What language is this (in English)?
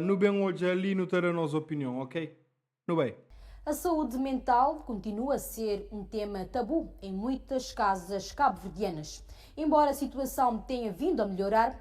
Kabuverdianu